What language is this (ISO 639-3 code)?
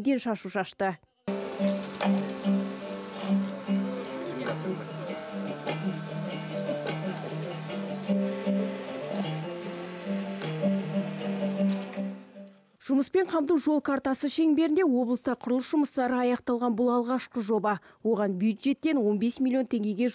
kaz